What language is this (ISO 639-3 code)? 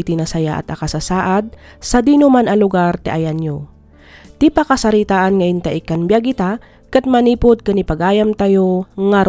ilo